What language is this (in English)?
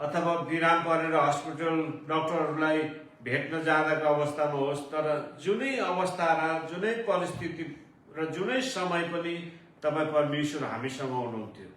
Nepali